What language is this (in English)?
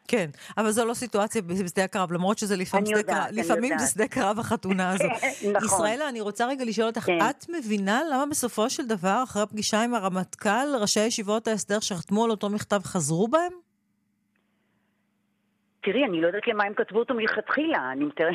Hebrew